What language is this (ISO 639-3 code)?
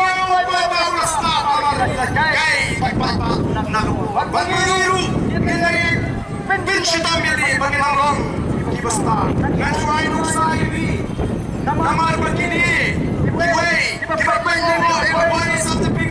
kha